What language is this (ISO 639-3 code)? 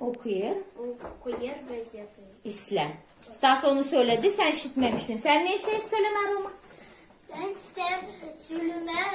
gag